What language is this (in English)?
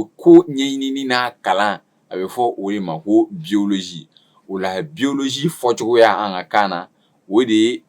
Bambara